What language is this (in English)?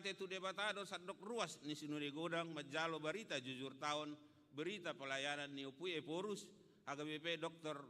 Batak Toba